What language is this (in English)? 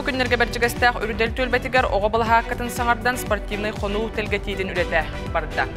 Yakut